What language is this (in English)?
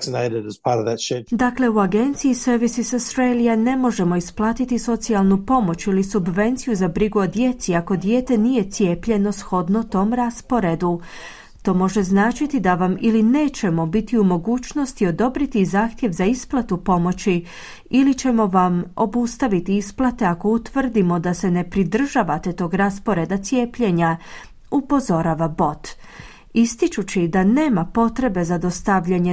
Croatian